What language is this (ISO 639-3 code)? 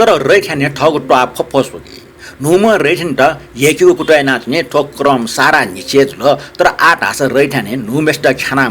new